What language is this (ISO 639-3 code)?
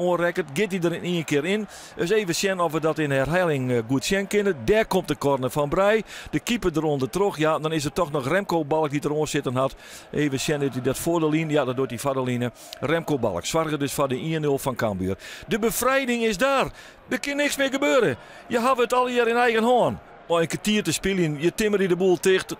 fry